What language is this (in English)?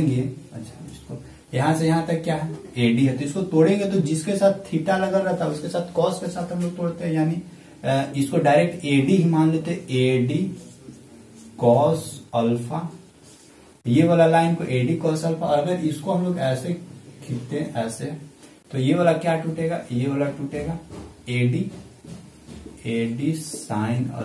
Hindi